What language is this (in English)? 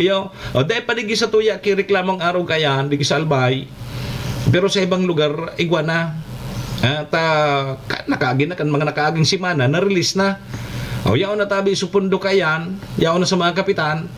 Bikol